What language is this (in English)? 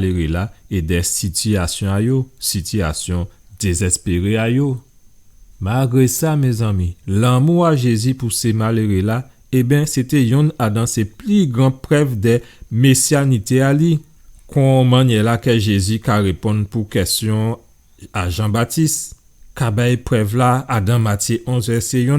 Guadeloupean Creole French